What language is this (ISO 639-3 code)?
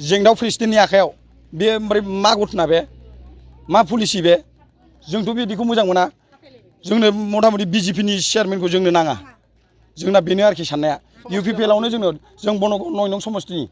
brx